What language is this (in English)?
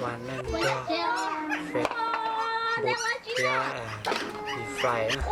Hmong